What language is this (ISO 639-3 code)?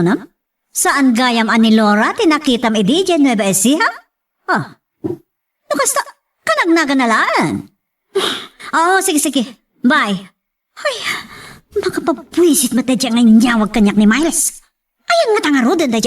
ilo